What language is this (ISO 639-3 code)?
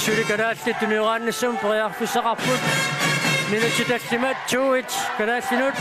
kal